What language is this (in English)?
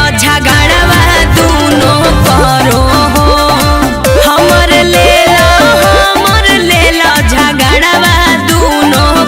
Magahi